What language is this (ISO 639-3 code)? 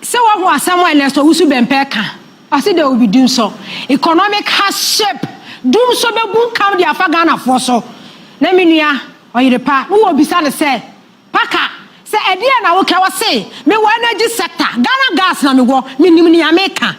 aka